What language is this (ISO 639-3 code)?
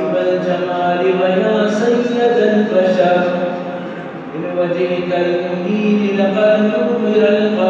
bgp